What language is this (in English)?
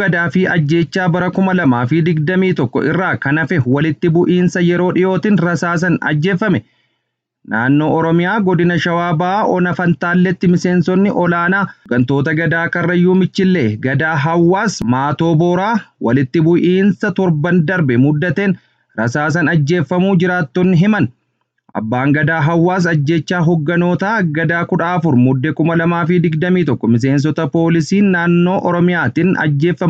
Oromo